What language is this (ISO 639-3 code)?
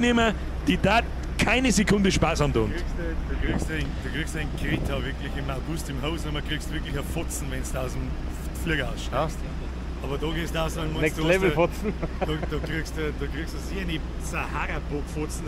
bar